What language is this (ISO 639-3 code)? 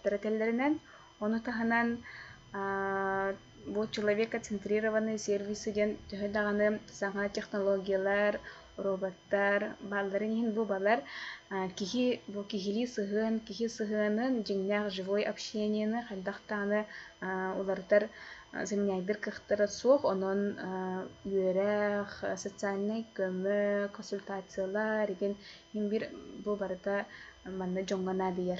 sah